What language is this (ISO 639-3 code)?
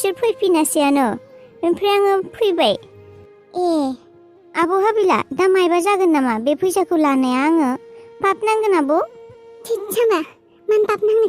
brx